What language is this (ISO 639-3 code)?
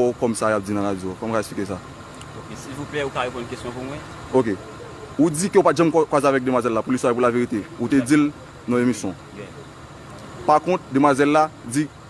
hat